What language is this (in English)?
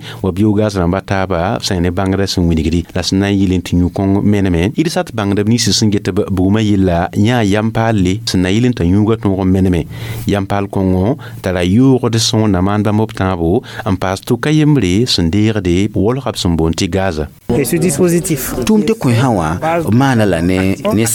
Mossi